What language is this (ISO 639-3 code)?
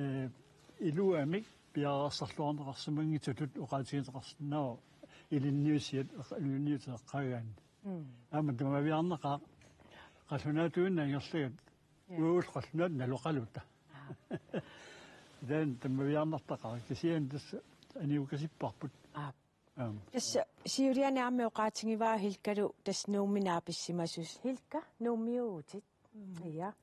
kal